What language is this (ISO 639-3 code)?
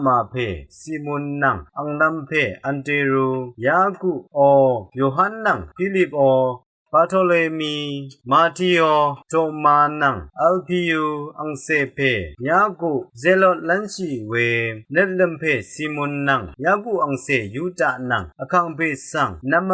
raw